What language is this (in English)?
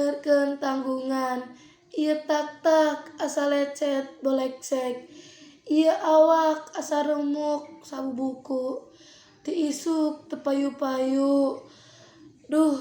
Sundanese